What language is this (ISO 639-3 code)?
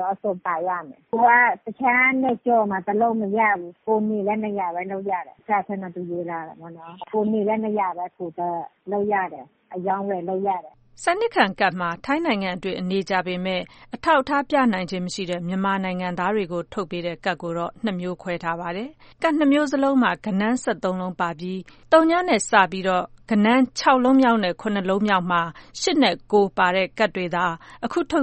mya